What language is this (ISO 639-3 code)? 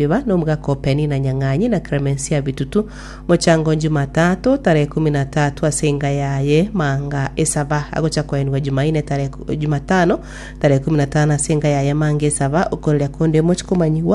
guz